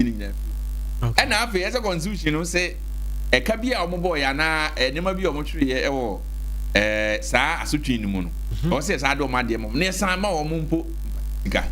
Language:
Akan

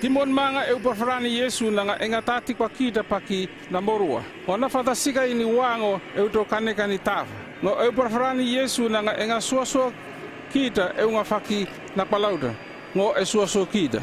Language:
North Efate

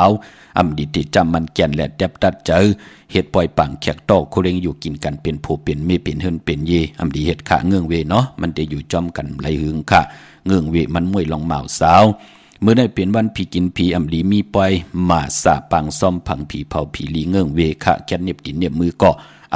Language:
Shan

